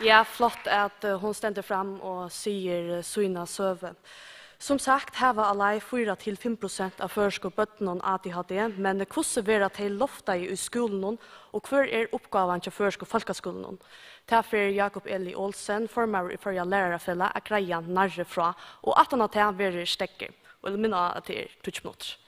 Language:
Faroese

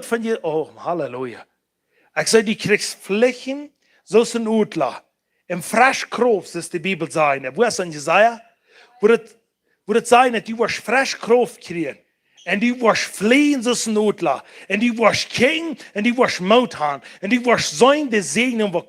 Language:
Plautdietsch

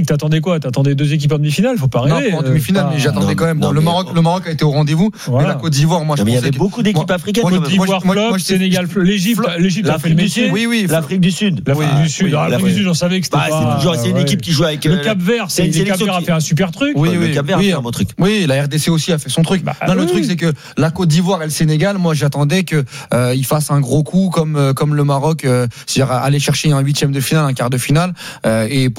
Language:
French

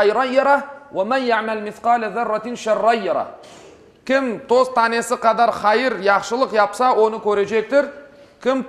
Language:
Crimean Tatar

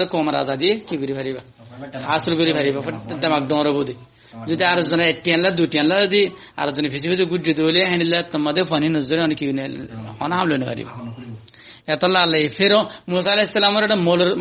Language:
Rohingya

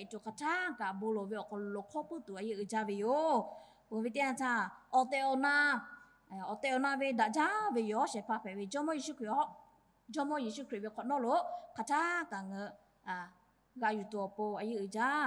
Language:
Lahu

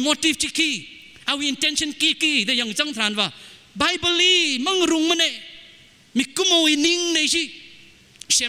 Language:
Tangkhul Naga (India)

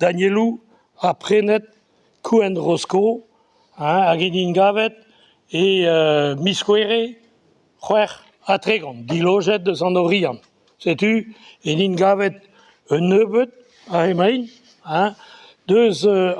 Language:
Breton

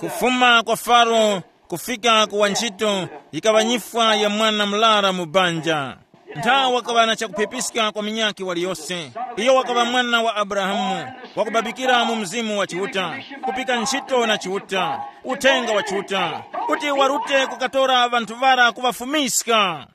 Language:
Tumbuka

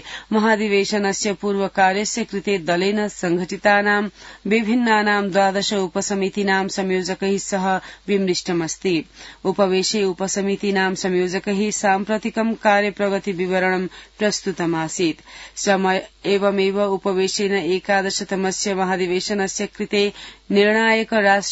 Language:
Sanskrit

